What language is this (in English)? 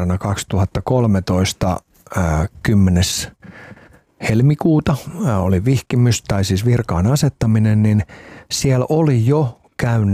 Finnish